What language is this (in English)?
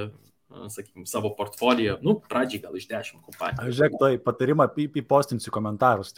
Lithuanian